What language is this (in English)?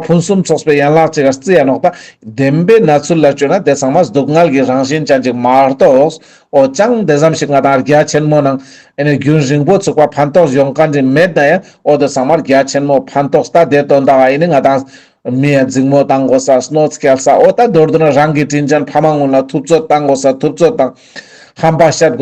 Ladakhi